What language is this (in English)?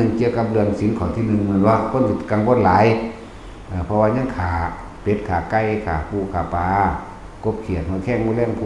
Northeastern Thai